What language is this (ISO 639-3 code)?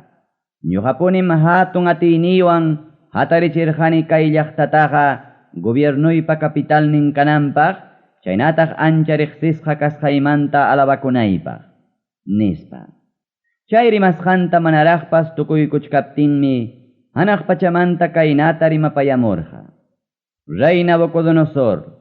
quy